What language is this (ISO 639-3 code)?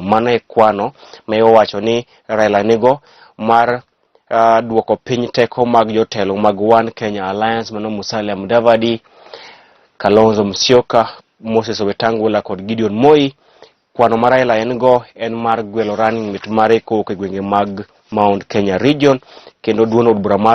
luo